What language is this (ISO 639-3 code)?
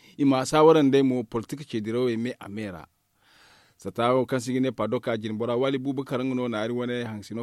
dje